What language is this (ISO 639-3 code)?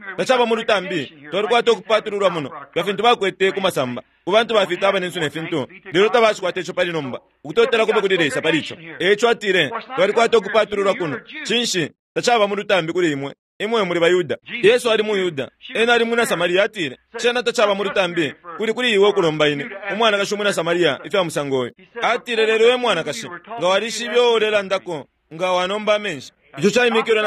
bem